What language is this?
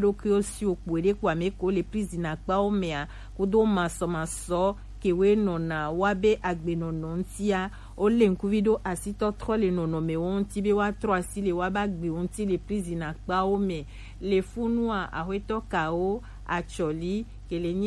Gen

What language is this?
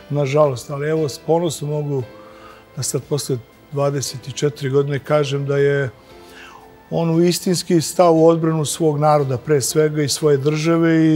Serbian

